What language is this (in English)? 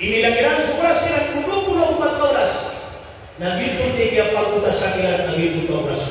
Maranao